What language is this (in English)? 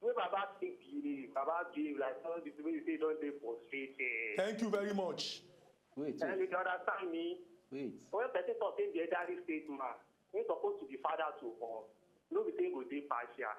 Nigerian Pidgin